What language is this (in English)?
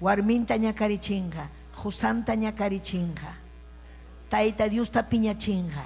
Ayacucho Quechua